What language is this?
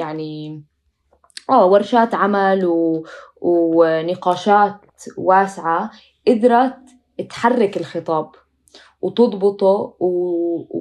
North Levantine Arabic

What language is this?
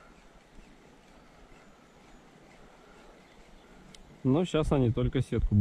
Russian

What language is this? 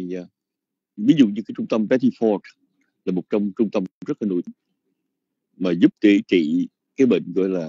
Vietnamese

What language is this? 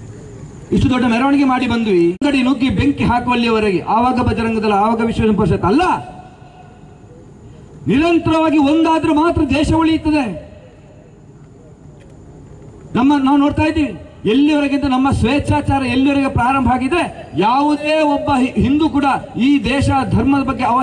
Kannada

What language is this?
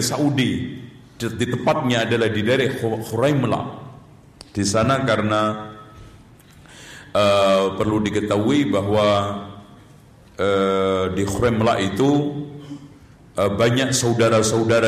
Indonesian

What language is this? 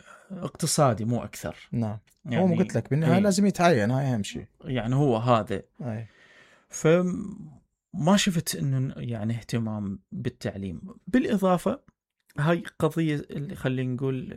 Mesopotamian Arabic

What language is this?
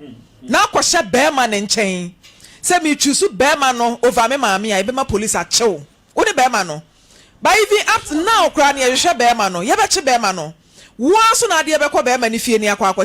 Akan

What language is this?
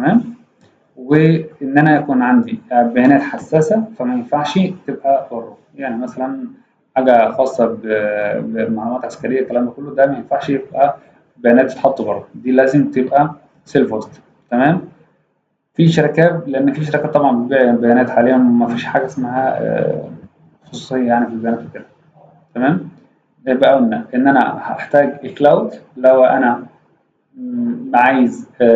Egyptian Arabic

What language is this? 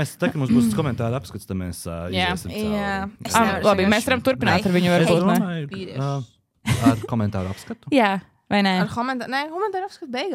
Latvian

